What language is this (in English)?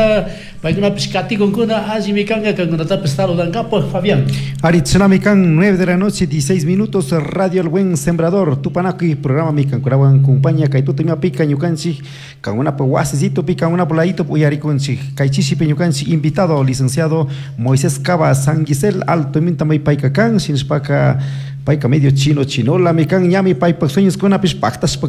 Chimborazo Highland Quichua